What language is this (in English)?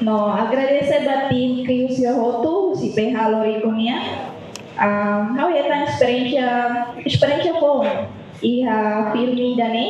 Tetum